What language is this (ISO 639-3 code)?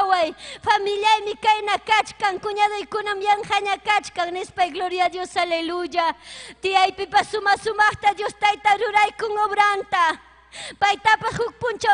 quy